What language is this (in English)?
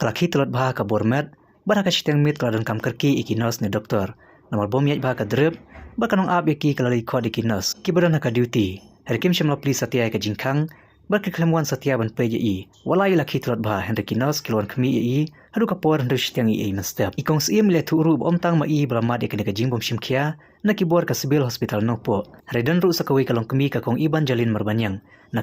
Khasi